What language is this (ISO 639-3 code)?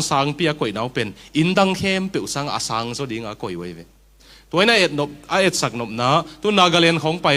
ctd